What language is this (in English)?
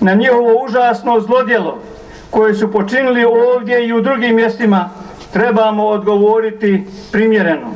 Bosnian